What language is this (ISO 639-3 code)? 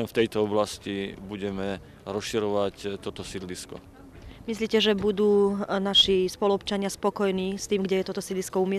slk